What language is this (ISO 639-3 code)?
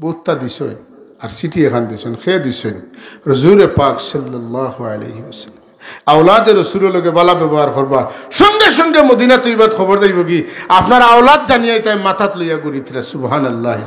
syl